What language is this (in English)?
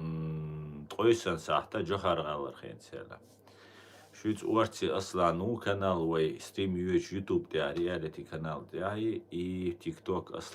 Chechen